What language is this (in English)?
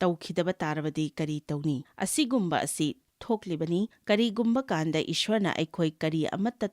Manipuri